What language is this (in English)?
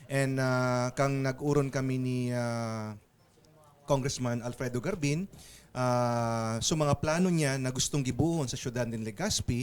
Bikol